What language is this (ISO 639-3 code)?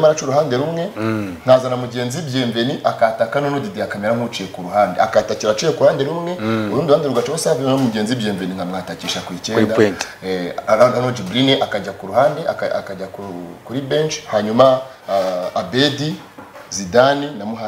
kin